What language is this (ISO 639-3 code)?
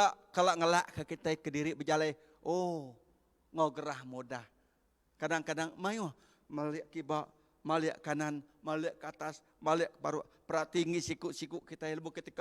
iba